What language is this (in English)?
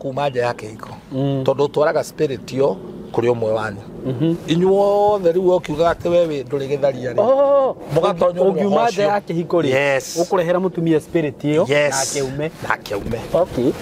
Kikuyu